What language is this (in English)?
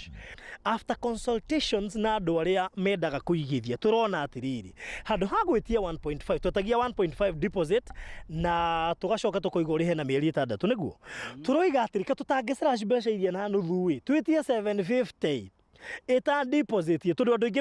Kikuyu